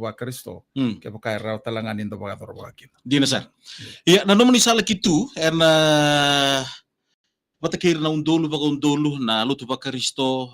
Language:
Fijian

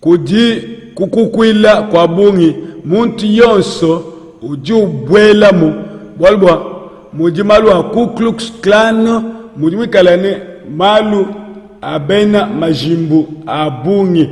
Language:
Luba-Lulua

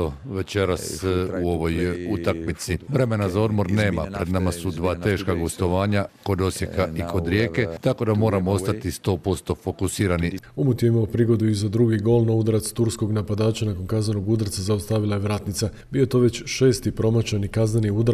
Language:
Croatian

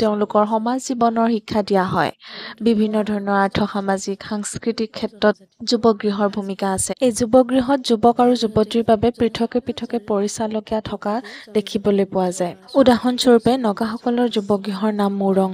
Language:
Assamese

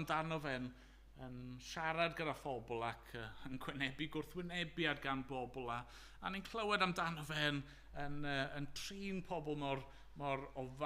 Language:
Welsh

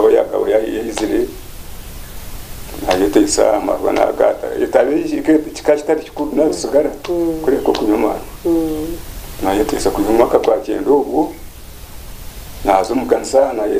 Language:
Kinyarwanda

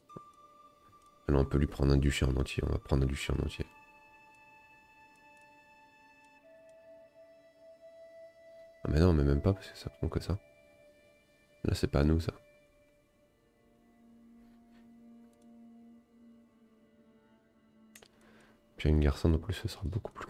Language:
French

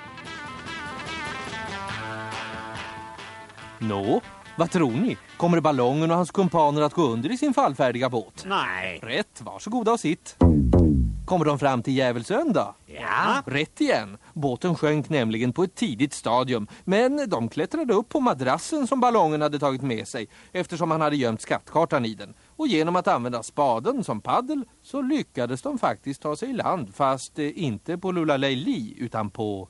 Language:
Swedish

